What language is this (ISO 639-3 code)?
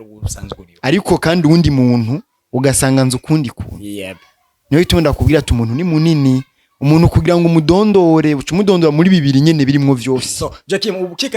run